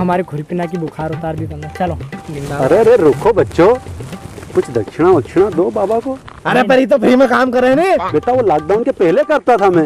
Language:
Rajasthani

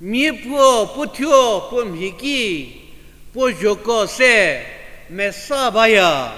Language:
Angami Naga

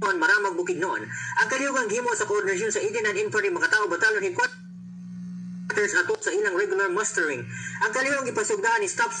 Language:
Cebuano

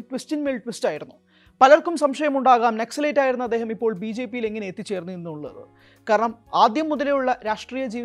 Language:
Malayalam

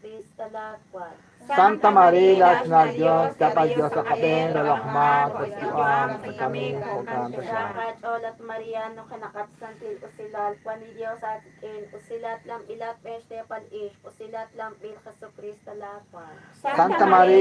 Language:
Kekchí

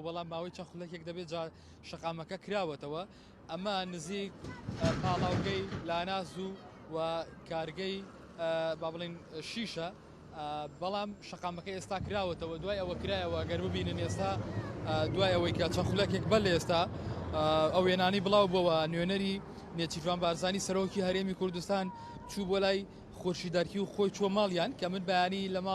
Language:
Central Kurdish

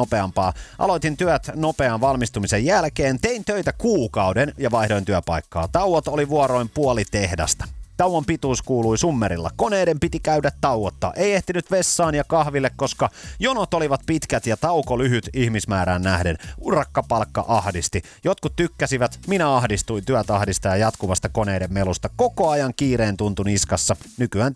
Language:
Finnish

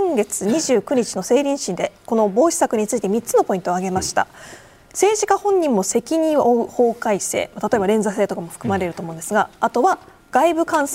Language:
Japanese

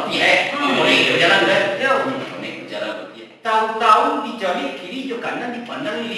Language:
Minangkabau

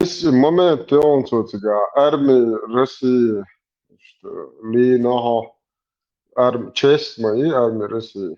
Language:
Chechen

